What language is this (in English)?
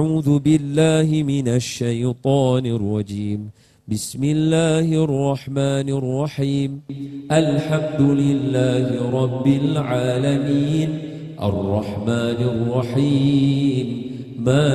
Malay